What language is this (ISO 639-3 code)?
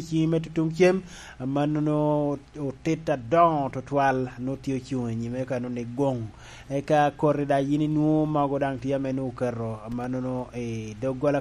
laj